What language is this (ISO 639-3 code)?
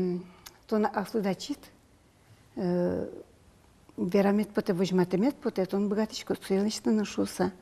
udm